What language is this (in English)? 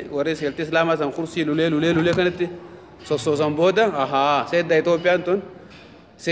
Oromo